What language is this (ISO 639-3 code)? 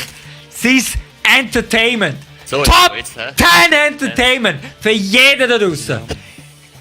gsw